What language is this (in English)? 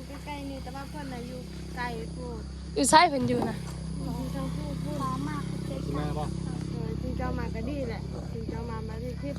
Northeastern Thai